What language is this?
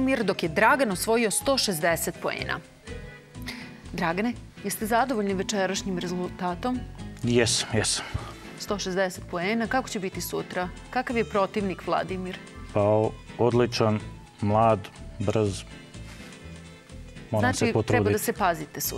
Serbian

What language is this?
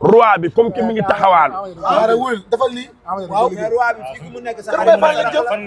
Wolof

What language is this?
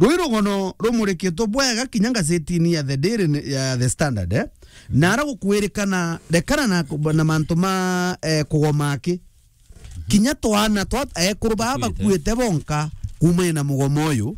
Meru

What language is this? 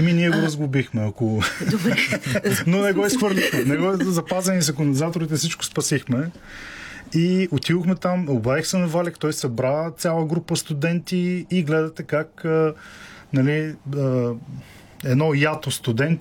Bulgarian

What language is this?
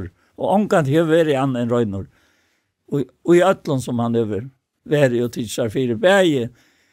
Faroese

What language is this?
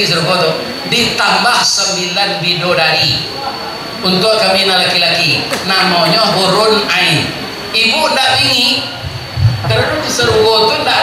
Minangkabau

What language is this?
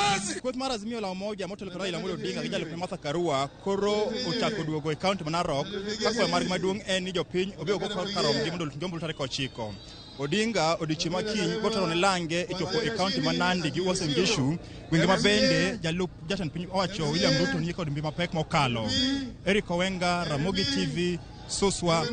Luo (Kenya and Tanzania)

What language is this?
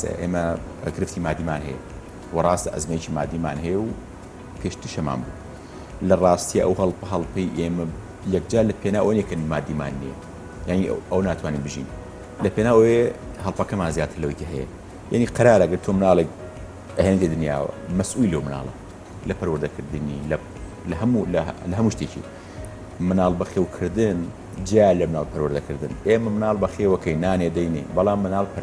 Central Kurdish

